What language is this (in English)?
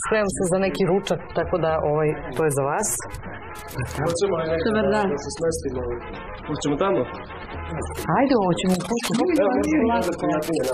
Serbian